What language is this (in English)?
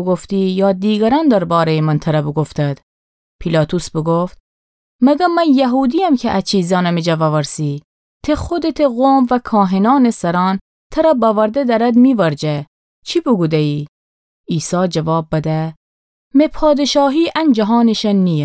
Gilaki